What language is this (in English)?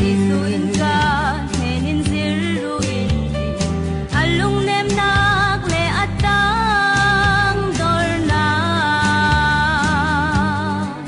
Falam Chin